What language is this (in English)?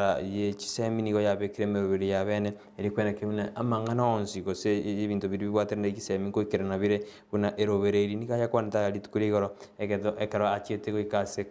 Gusii